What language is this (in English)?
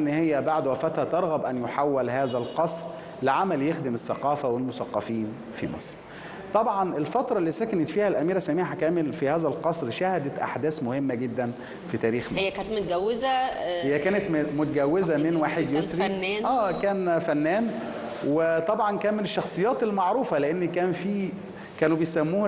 Egyptian Arabic